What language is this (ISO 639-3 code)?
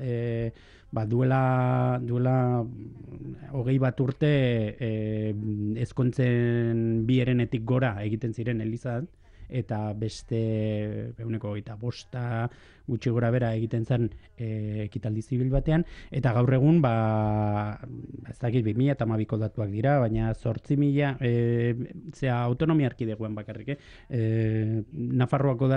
eus